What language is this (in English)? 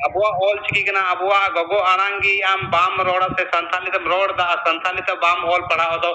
Santali